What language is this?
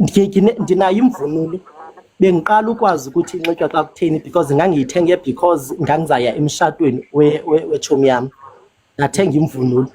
Zulu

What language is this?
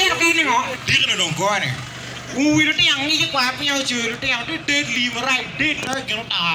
Acoli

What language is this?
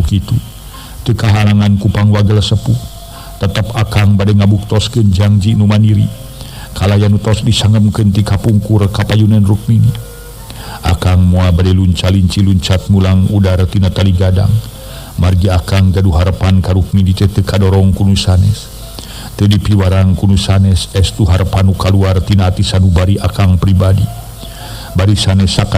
Sundanese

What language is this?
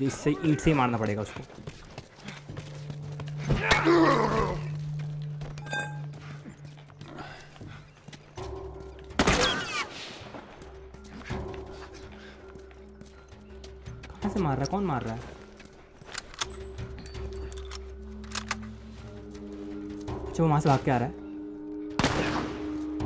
Hindi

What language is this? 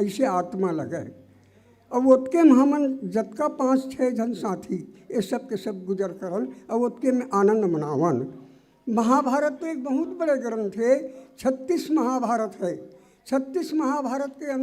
Chhattisgarhi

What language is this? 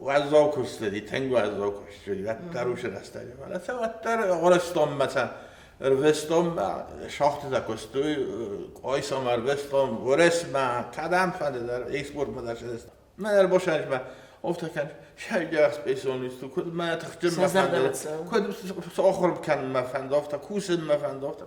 Ossetic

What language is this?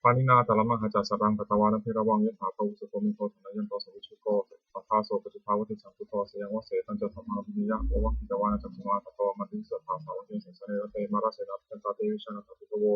Pali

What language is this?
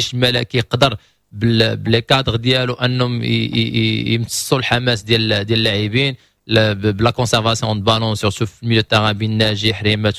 Moroccan Arabic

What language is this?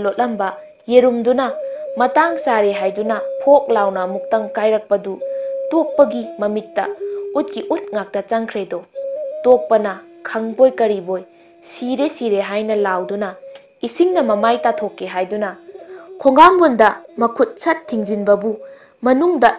Manipuri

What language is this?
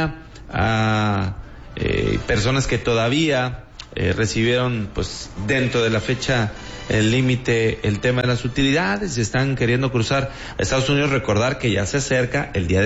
Spanish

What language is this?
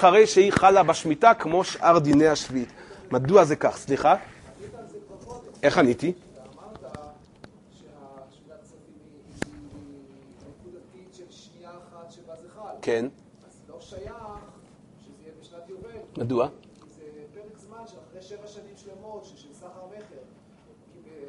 Hebrew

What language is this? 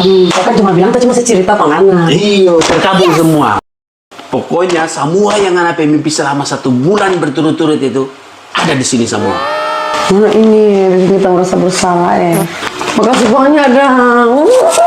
Manado Malay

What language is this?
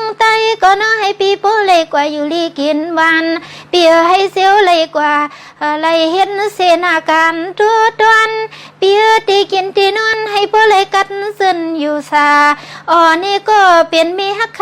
Shan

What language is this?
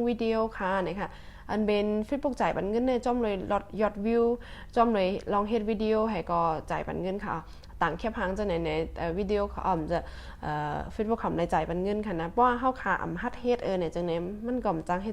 Shan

